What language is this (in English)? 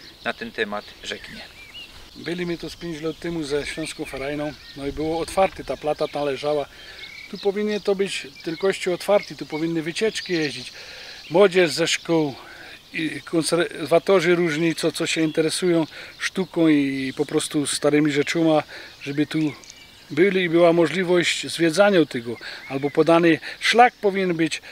Silesian